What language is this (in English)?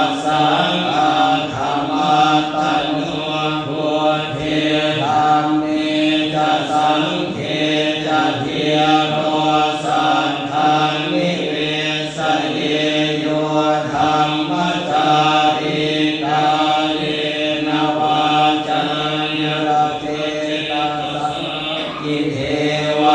Pali